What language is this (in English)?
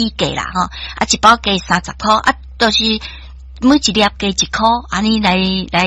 Min Nan Chinese